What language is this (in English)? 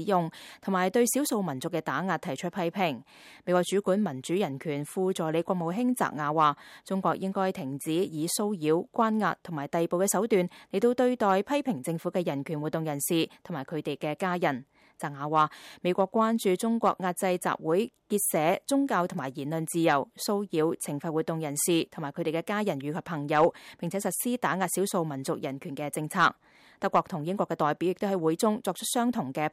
Cantonese